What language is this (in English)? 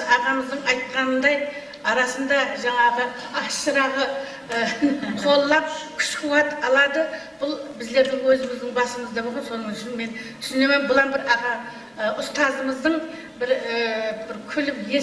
Kara-Kalpak